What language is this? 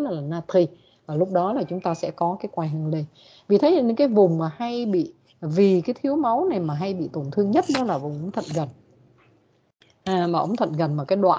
Vietnamese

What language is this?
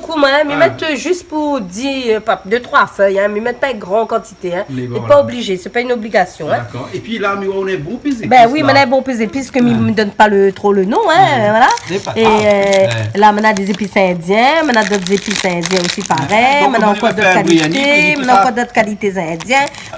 Réunion Creole French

